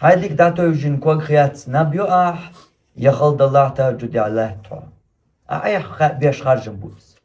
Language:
Chechen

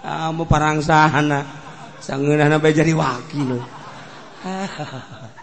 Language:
Sundanese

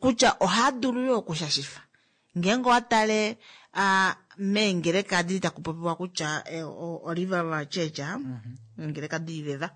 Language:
Kuanyama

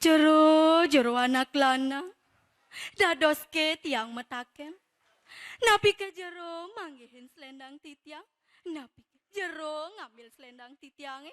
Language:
Balinese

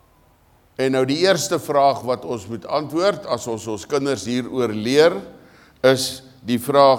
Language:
Afrikaans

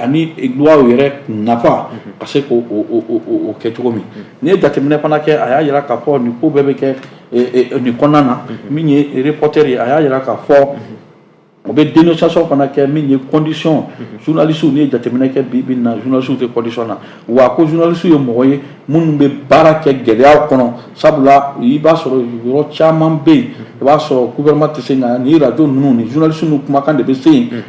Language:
Bambara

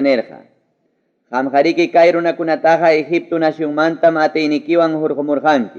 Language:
Ayacucho Quechua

